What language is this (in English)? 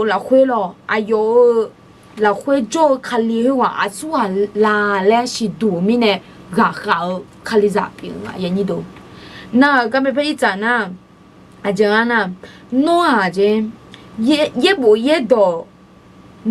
Akha